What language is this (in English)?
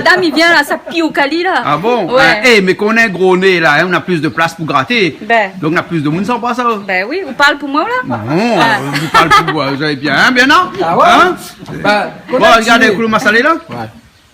Réunion Creole French